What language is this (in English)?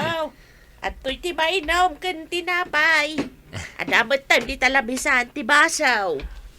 Iloko